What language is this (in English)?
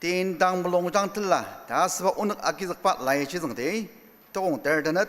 Ao Naga